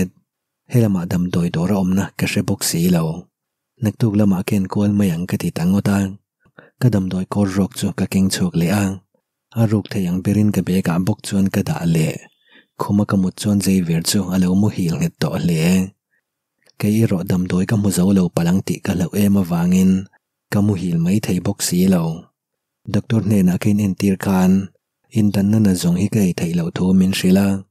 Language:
Mizo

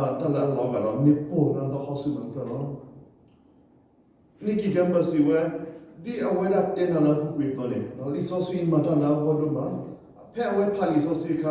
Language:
S'gaw Karen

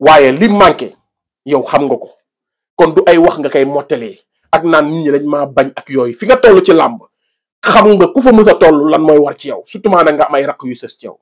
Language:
Wolof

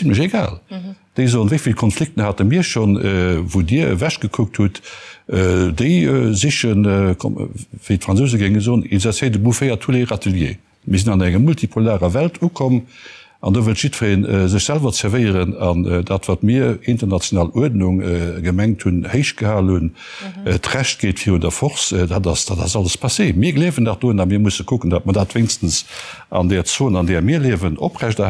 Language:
Luxembourgish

